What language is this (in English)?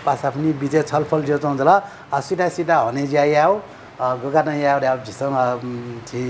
Newari